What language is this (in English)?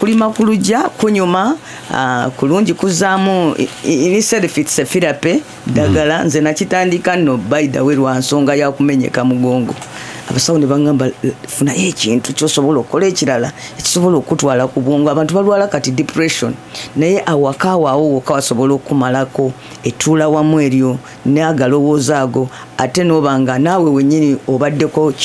Ganda